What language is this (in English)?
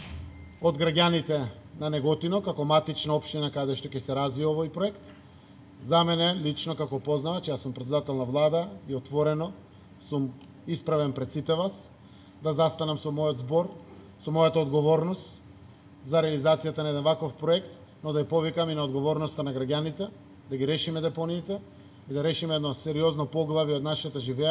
Macedonian